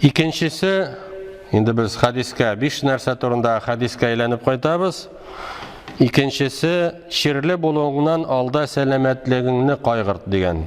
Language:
Tatar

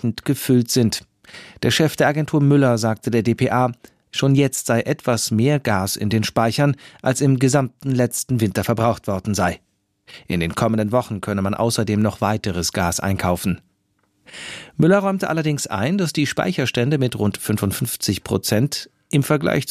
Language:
German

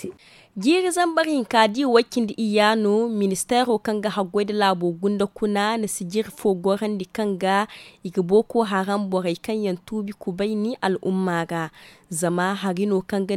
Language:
Zarma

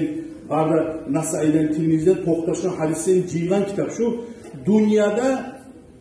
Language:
Kumyk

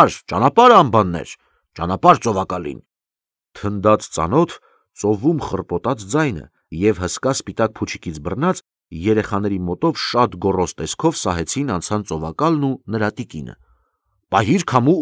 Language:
Armenian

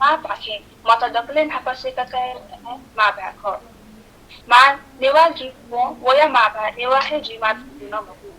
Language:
Newari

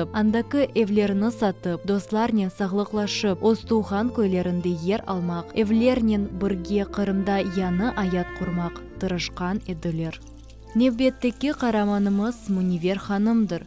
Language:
Crimean Tatar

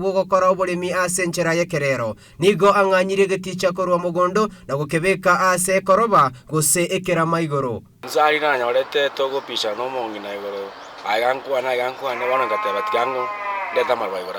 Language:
Gusii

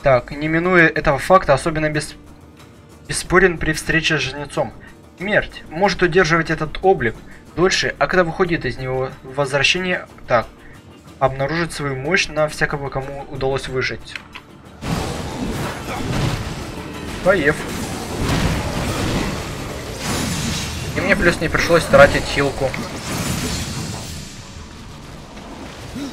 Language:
Russian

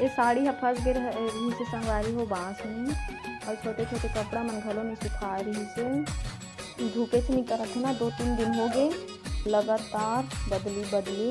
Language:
Chhattisgarhi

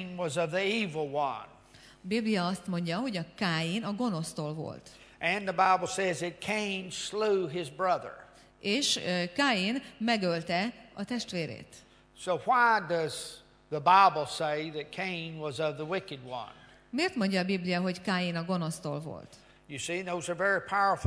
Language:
Hungarian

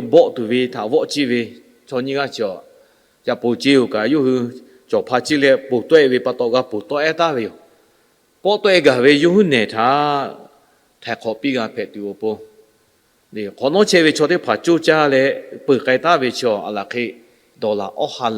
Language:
Lahu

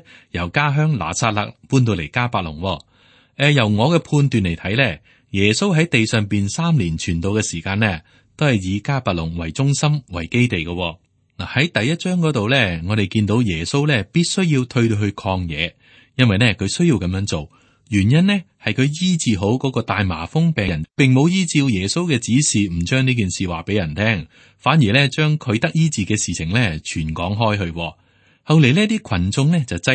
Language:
Cantonese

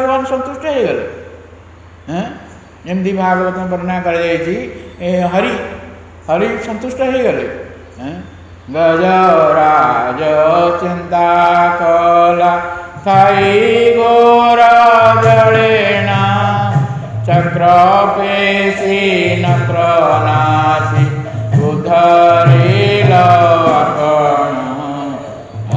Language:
Odia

